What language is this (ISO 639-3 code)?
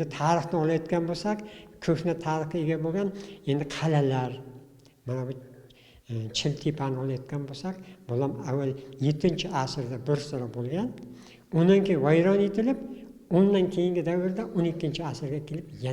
uzb